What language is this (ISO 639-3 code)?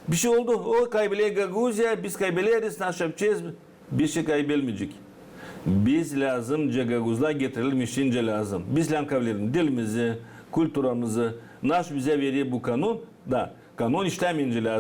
gag